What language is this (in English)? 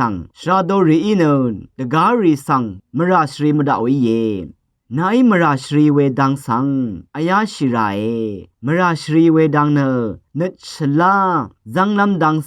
Rawang